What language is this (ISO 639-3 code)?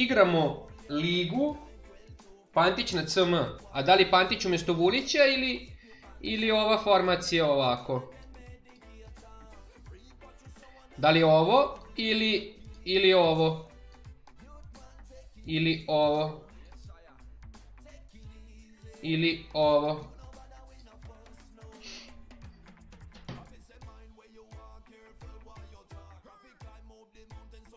srp